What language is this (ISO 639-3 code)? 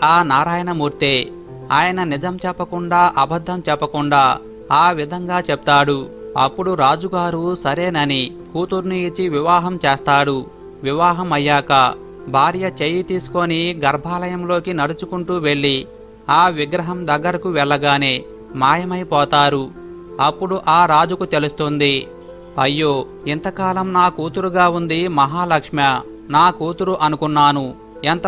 tel